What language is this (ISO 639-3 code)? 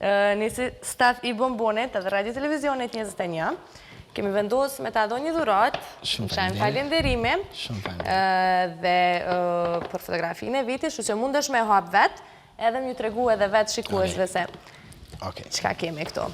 sqi